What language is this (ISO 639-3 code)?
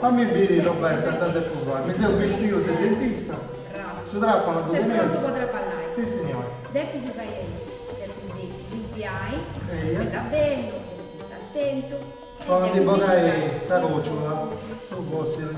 srd